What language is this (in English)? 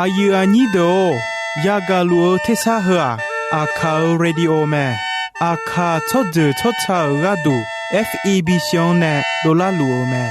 Akha